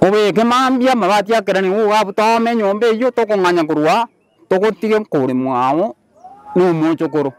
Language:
Gusii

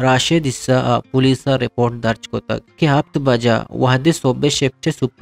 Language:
Eastern Balochi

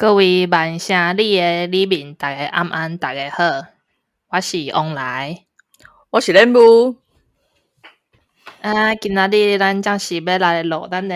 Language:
Min Nan Chinese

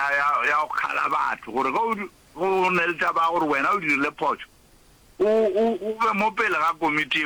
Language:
Northern Sotho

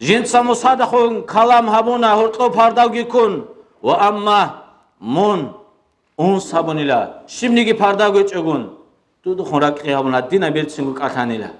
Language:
Avaric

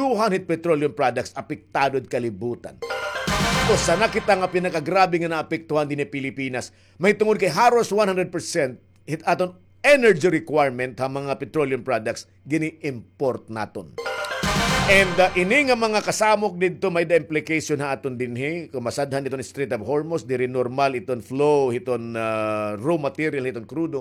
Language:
Waray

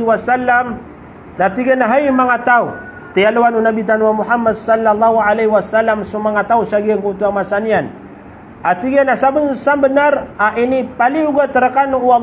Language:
Maranao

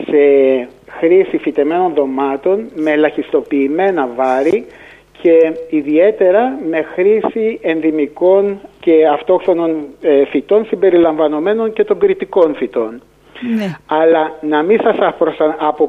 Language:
Greek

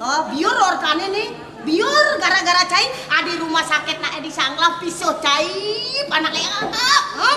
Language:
Balinese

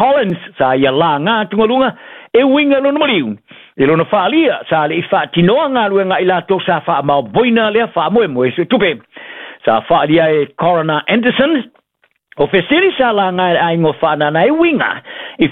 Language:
Samoan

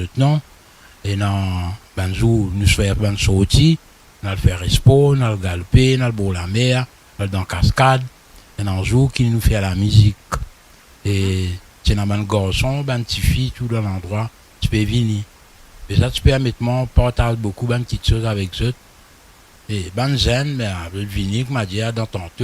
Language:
Morisyen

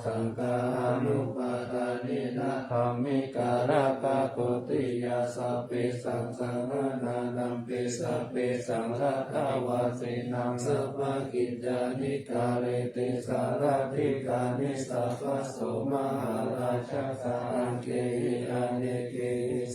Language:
Pali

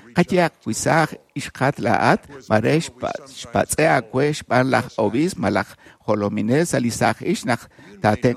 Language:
Kekchí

